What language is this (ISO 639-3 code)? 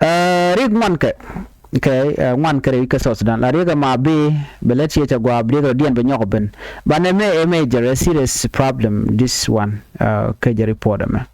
nus